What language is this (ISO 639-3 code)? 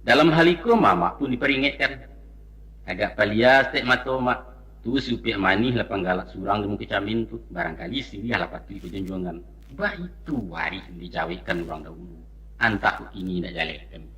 min